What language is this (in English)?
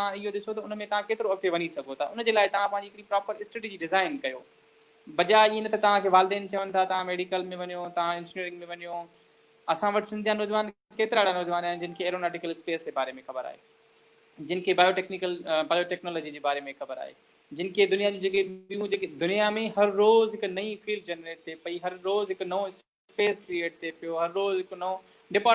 Sindhi